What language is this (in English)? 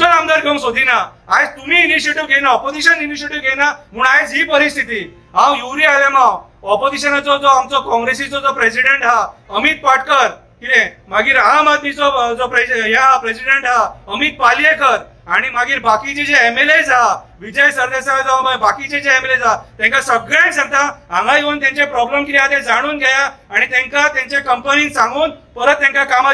Konkani